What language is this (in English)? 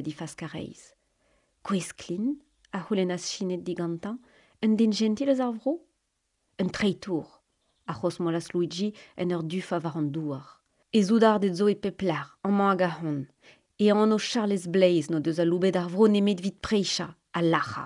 Breton